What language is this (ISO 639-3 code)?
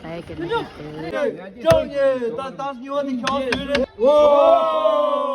bod